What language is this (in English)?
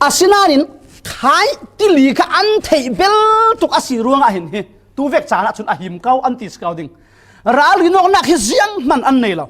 Falam Chin